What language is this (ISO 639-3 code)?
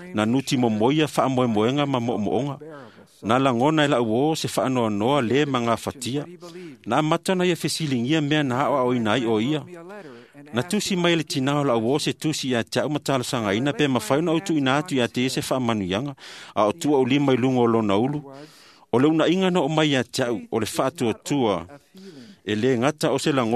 smo